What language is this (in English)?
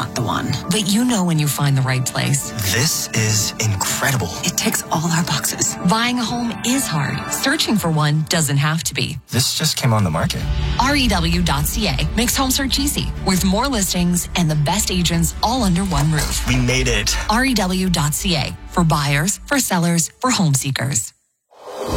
English